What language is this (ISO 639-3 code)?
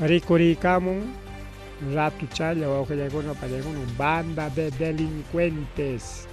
quy